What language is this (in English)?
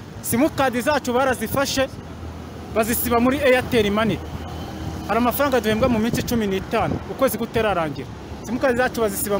Kinyarwanda